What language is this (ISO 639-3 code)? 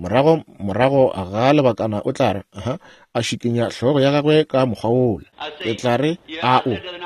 nso